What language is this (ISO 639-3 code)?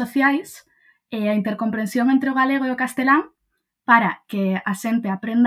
glg